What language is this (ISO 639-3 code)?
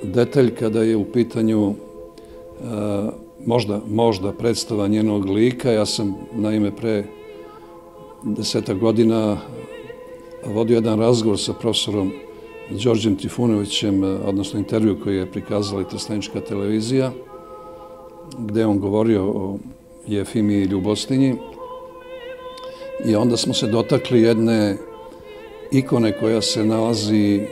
srp